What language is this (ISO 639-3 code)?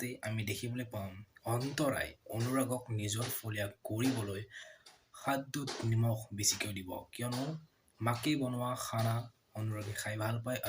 asm